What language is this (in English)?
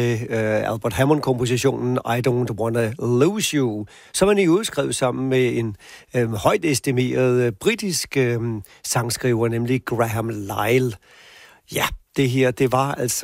Danish